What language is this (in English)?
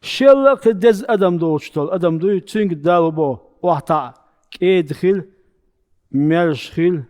Chechen